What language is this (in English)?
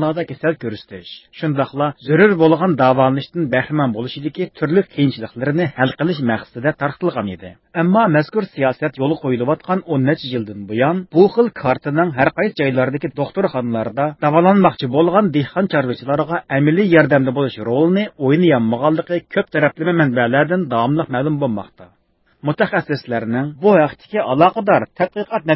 Uyghur